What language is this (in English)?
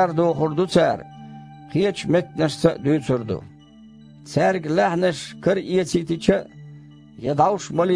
Chechen